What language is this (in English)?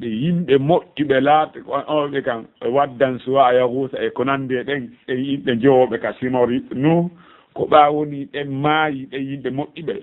Fula